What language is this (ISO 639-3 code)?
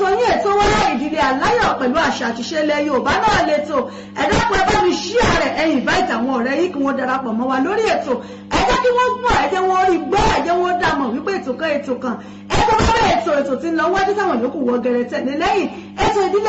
yor